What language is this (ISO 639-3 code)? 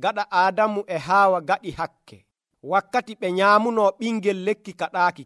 fuv